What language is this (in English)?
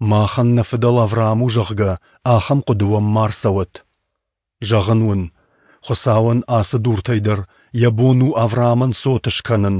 Ossetic